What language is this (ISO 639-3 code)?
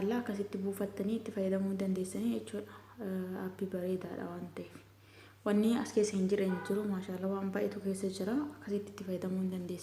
orm